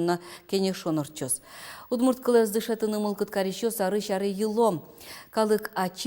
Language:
Udmurt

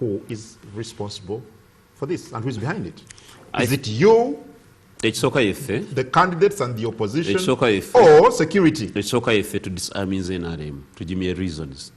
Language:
Ganda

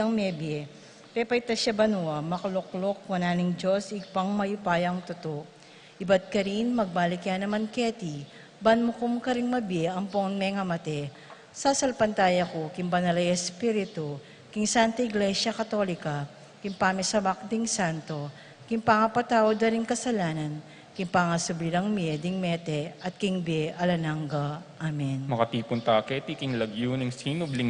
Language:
Pampanga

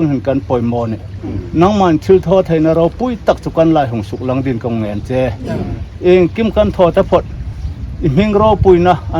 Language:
Hmar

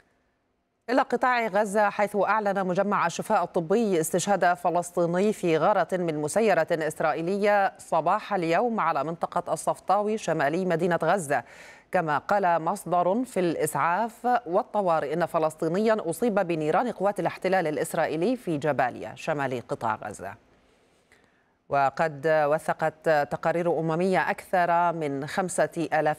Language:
Arabic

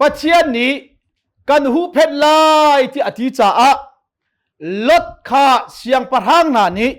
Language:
Hakha Chin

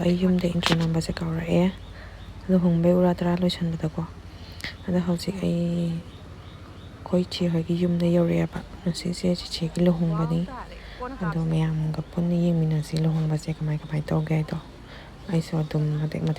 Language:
Manipuri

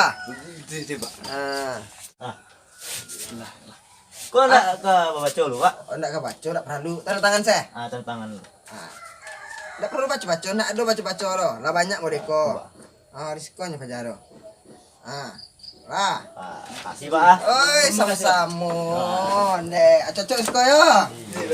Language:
Minangkabau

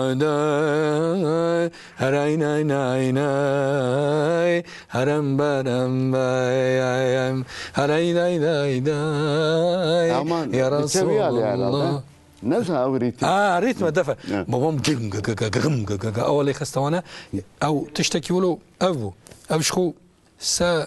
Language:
Kurdish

